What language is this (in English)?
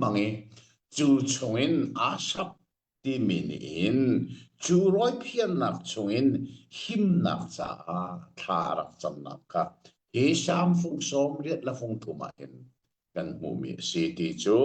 Hakha Chin